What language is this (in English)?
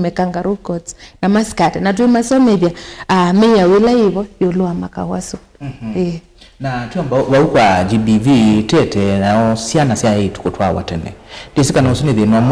Kamba